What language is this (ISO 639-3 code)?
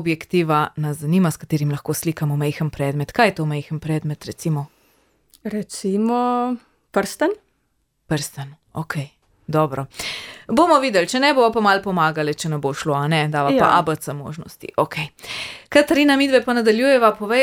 slv